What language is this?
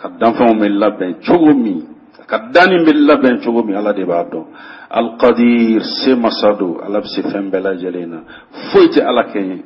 Bambara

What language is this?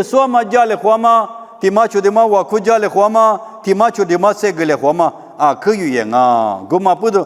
Lisu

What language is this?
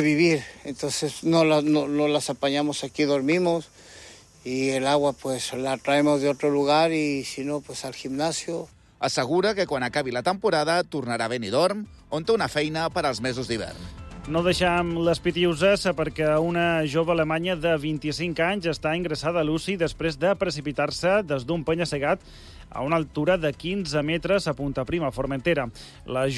Catalan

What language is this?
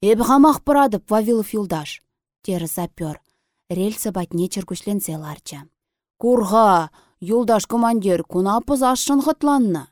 Chuvash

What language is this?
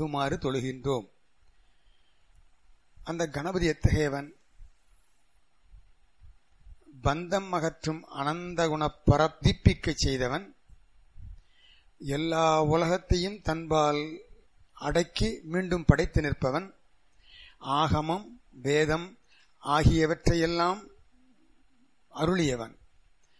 Tamil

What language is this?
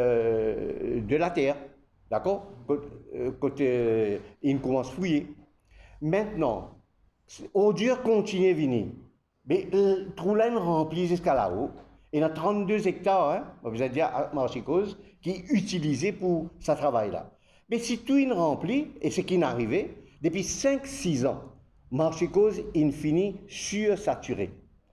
Morisyen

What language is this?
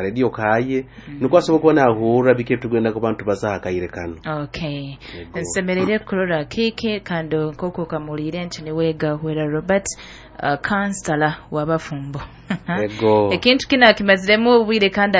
Nyoro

